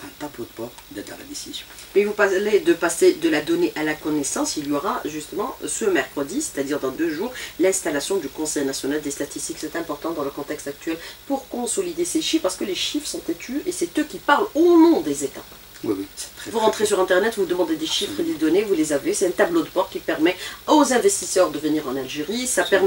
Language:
French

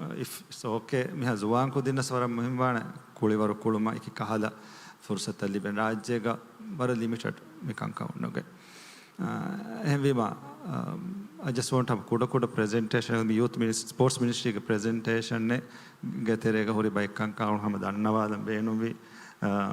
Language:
Divehi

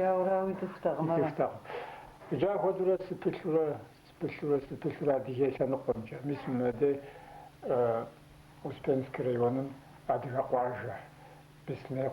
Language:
Kabardian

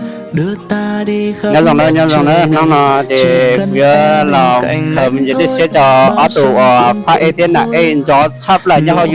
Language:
Hmong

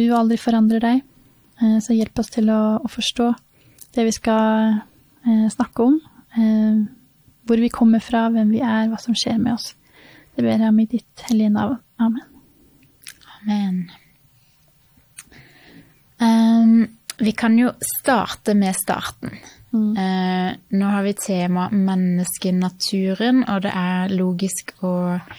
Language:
Norwegian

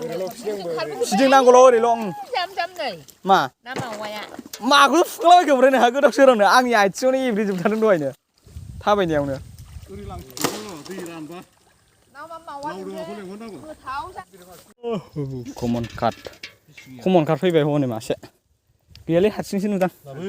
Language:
Bodo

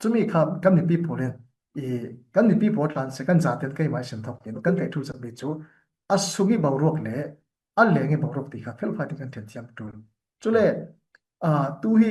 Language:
Falam Chin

